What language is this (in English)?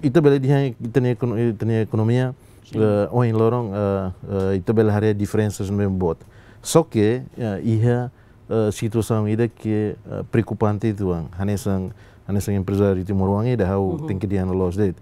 Tetum